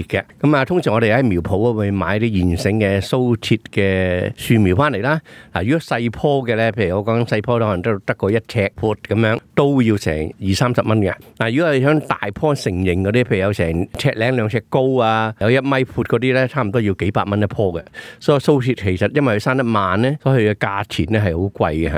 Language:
Cantonese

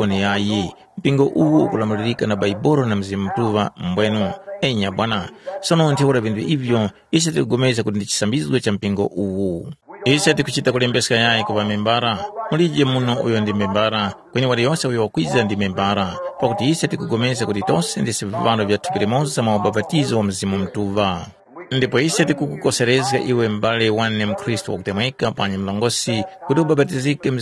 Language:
Tumbuka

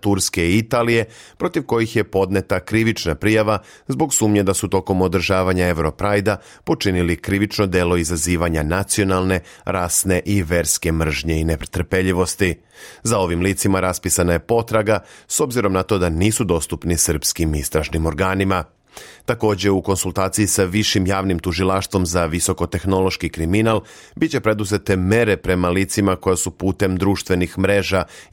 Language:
Serbian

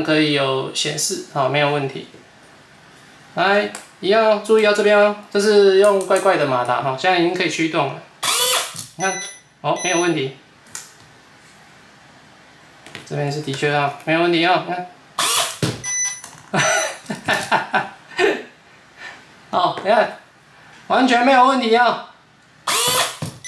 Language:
Chinese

